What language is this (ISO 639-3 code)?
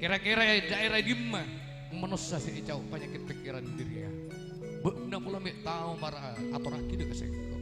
mad